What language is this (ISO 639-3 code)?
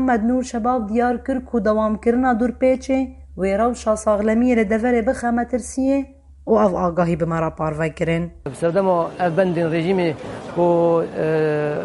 kur